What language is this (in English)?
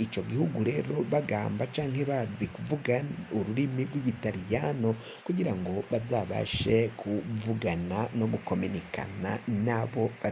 Rundi